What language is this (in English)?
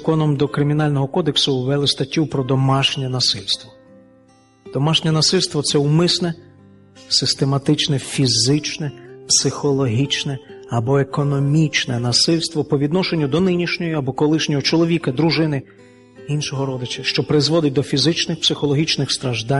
Ukrainian